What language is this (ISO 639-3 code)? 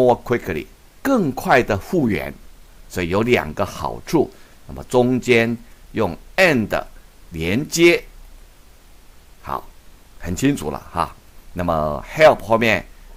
zho